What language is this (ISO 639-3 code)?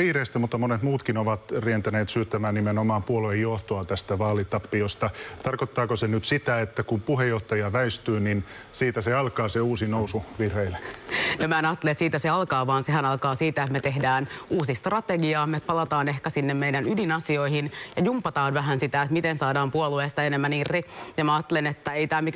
fin